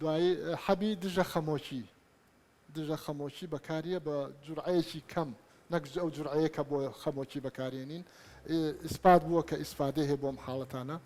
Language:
Central Kurdish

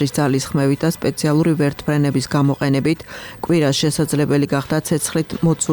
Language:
Georgian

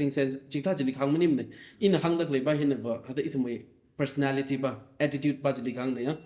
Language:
Tangkhul Naga (India)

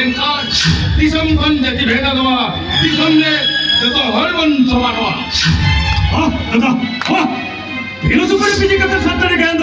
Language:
Santali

